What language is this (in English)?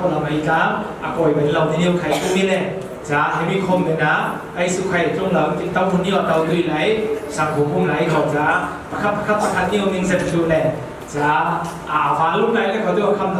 Falam Chin